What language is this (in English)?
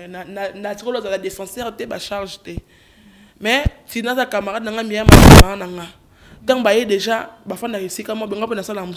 Lingala